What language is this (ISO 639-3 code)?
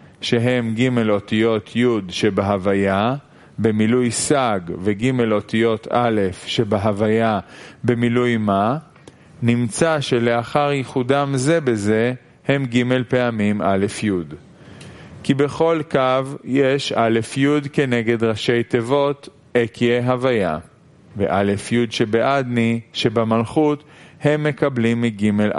heb